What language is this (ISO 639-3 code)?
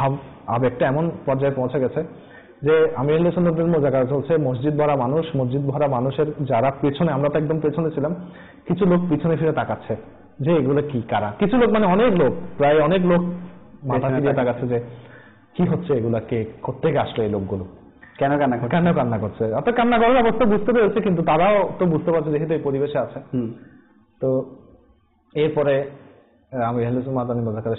ben